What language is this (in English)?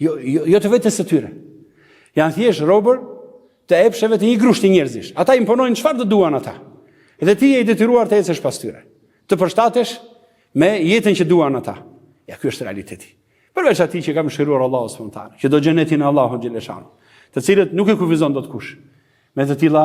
Albanian